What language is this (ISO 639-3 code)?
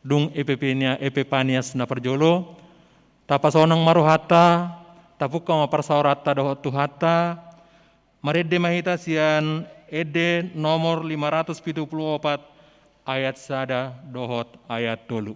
bbc